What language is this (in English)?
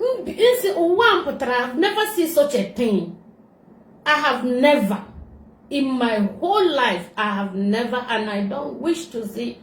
Igbo